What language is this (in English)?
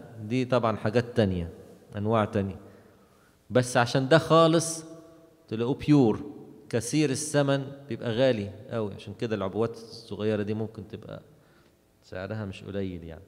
Egyptian Arabic